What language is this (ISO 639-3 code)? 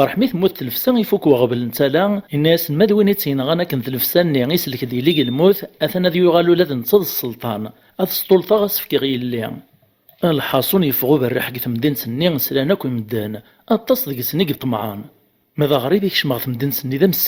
kab